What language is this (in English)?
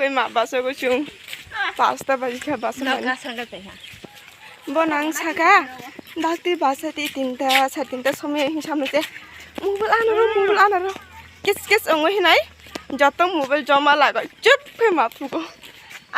Kok Borok